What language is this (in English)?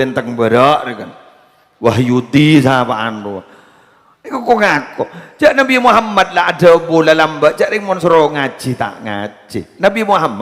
Madurese